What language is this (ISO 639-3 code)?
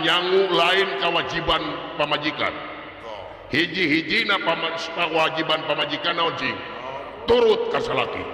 sun